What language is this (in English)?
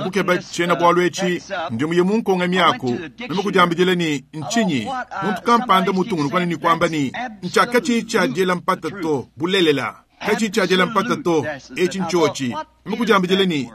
Luba-Lulua